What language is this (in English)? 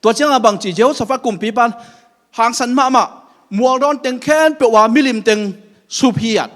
Tedim Chin